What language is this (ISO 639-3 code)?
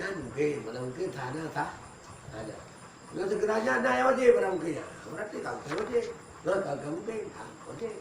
ace